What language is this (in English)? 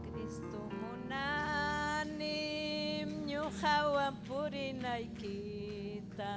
Ayacucho Quechua